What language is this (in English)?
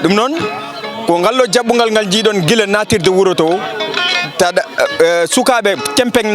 Fula